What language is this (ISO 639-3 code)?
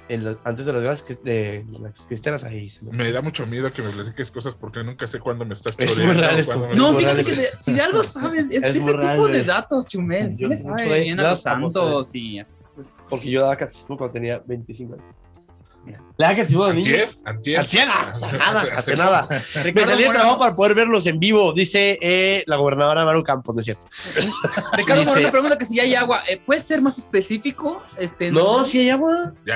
spa